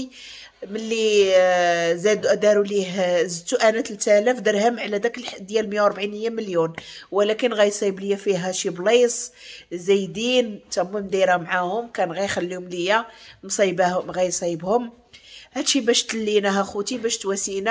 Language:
Moroccan Arabic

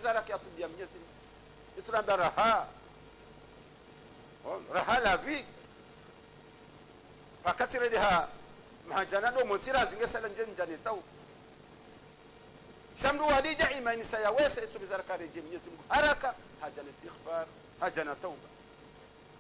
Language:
Swahili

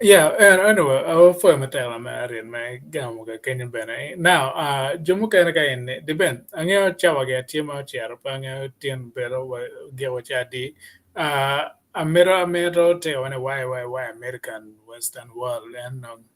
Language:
Acoli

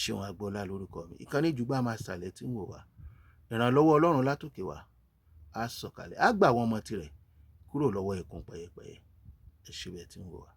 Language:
Yoruba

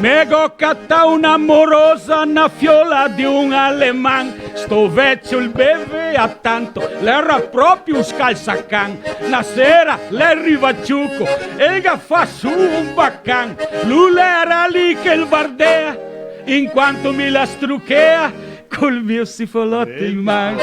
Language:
Venetian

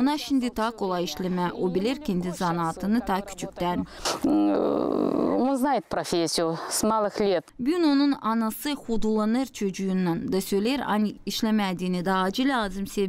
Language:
Gagauz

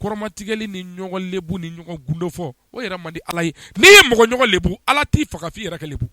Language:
Bambara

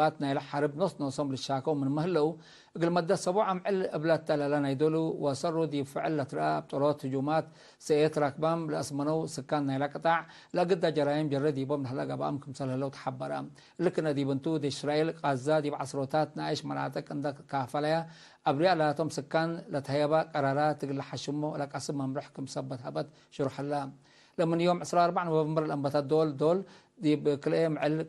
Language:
Tigre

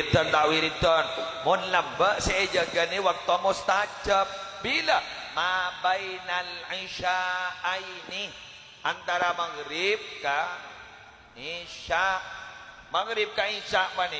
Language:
Madurese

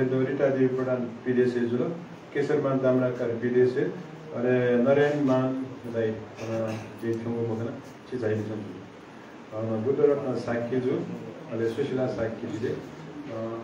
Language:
Newari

